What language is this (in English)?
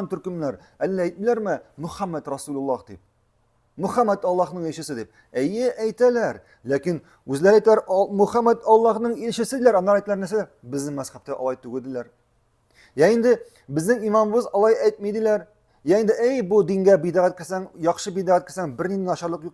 Tatar